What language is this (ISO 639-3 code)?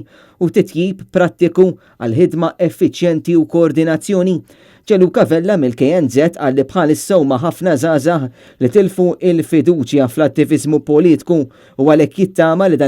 mlt